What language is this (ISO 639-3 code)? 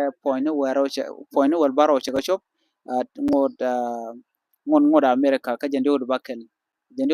nus